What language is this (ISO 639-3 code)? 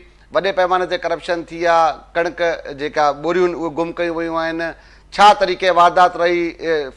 snd